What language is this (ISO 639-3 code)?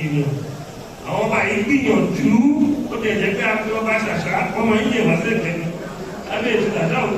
yor